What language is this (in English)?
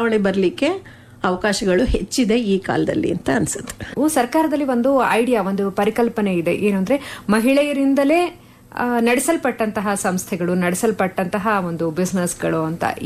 Kannada